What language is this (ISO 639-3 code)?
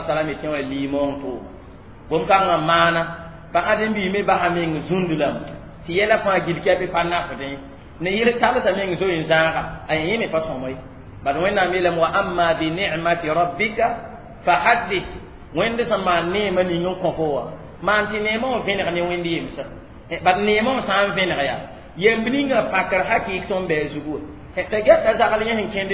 mos